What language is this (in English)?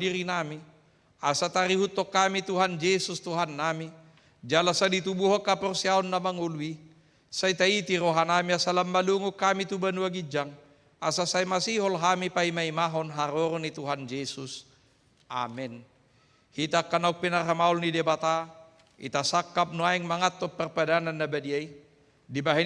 Batak Toba